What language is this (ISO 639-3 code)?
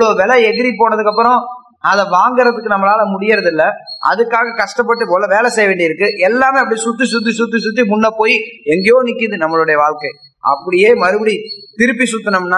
tam